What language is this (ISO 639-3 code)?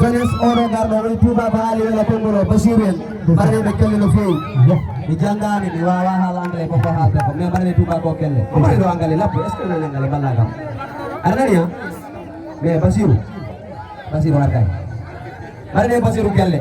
ful